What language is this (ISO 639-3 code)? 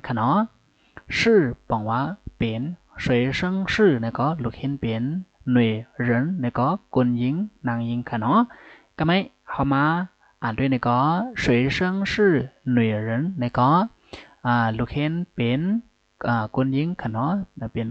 shn